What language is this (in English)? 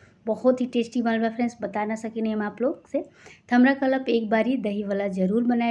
Bhojpuri